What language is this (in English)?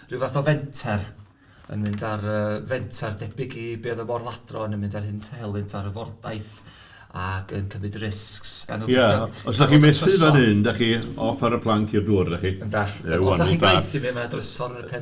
Welsh